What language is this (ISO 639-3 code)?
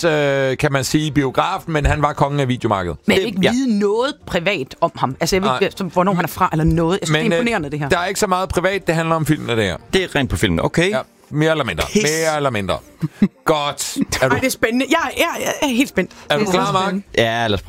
dan